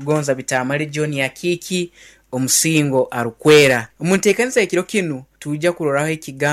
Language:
Nyoro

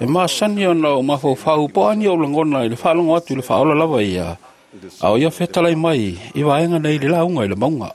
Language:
Samoan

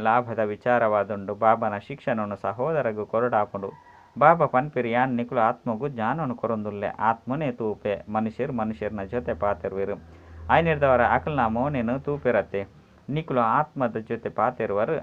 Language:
Tulu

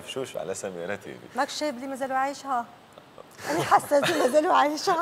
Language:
Algerian Arabic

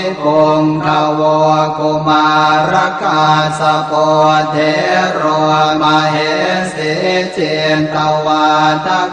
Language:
Pali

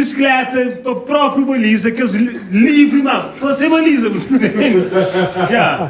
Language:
Kabuverdianu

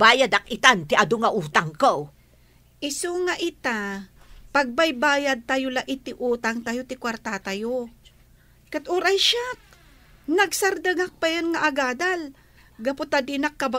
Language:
Iloko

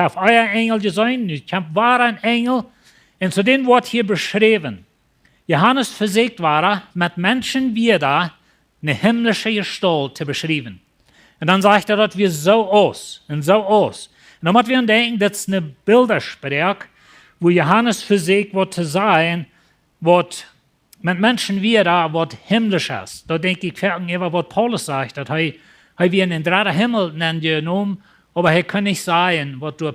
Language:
Plautdietsch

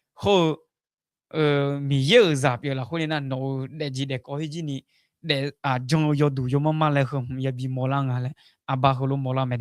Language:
Akha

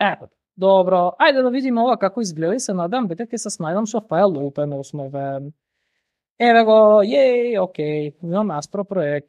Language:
Macedonian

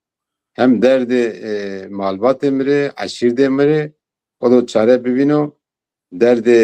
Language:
Zaza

